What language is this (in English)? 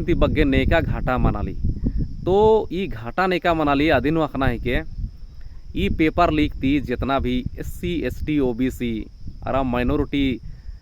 Kurukh